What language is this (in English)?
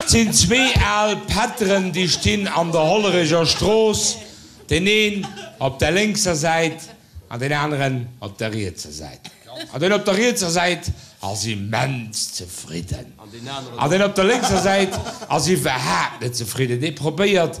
Luxembourgish